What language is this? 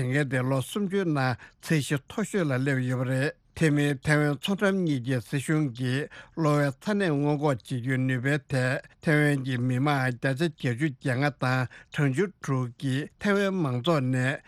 Tibetan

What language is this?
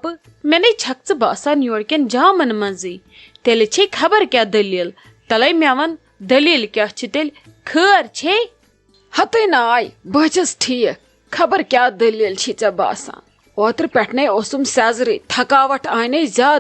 Kashmiri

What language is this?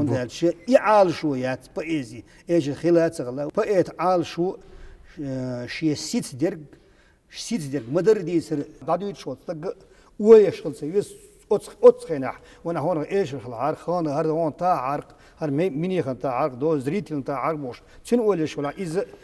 Chechen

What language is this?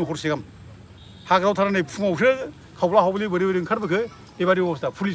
Bodo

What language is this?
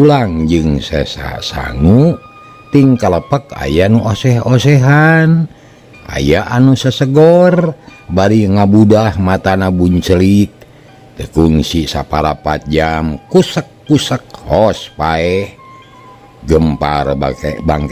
Sundanese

